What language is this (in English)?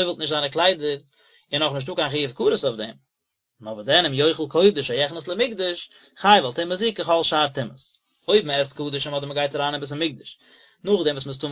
Yiddish